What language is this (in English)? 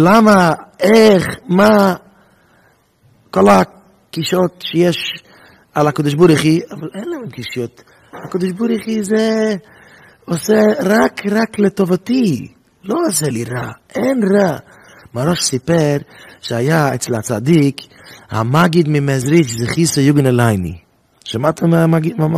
Hebrew